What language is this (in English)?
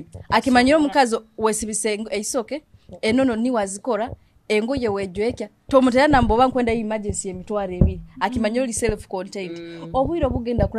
Nyoro